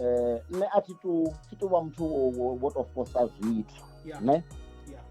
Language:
Venda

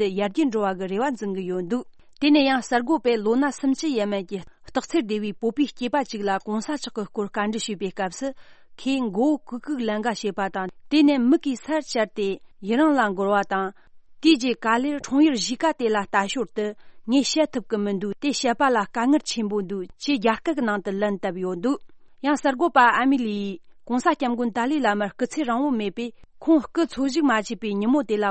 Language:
Tibetan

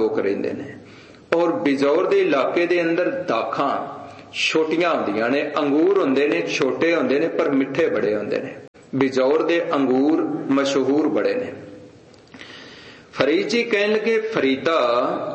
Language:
Punjabi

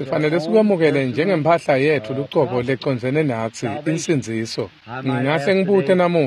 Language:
Swati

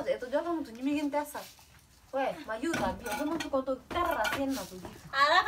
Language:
Masai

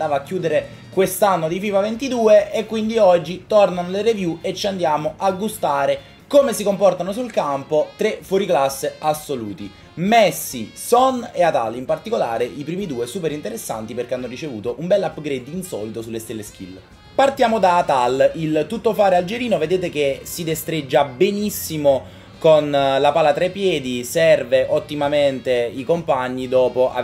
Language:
Italian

